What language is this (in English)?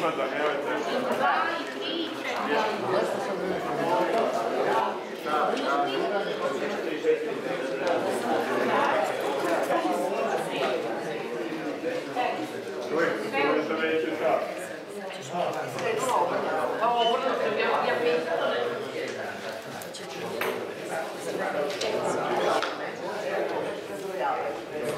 Croatian